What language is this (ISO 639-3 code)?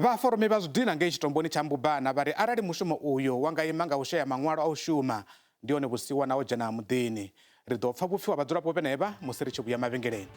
ven